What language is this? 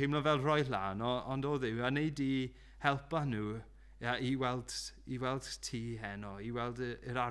Welsh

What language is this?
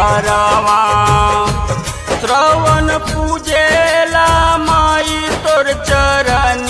Bhojpuri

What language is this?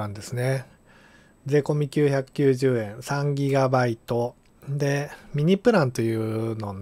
Japanese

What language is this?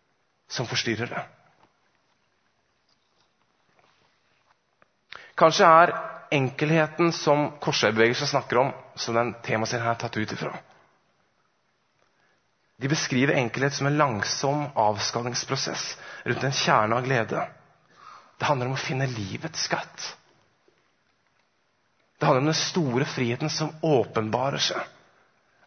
Norwegian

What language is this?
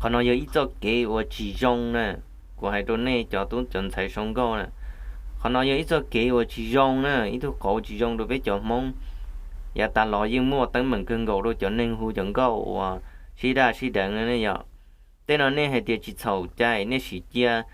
Hmong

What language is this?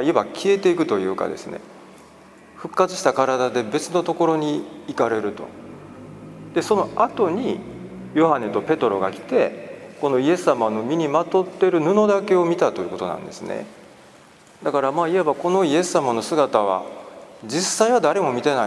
Japanese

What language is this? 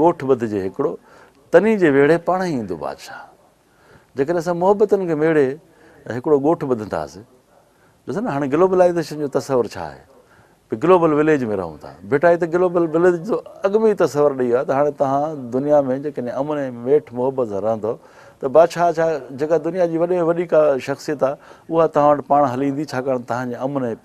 Sindhi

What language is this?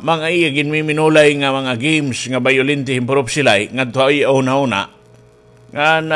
Waray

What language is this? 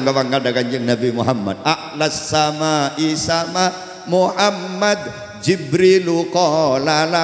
Madurese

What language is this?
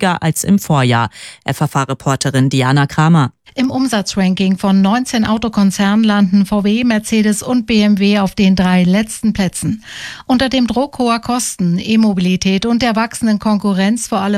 German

